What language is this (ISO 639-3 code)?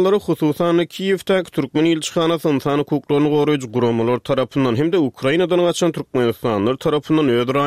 tuk